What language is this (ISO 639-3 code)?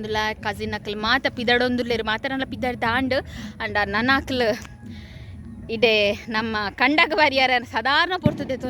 tcy